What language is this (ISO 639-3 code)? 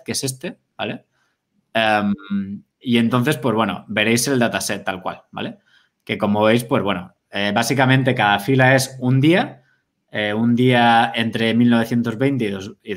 spa